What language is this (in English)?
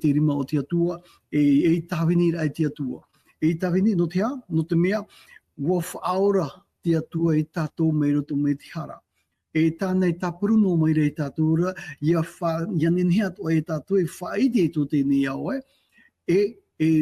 Tahitian